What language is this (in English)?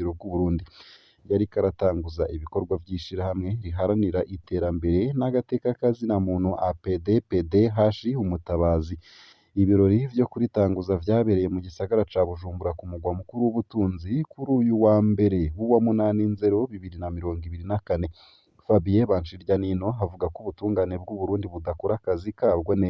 Rundi